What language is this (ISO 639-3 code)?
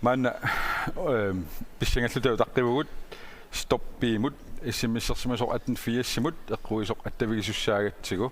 kal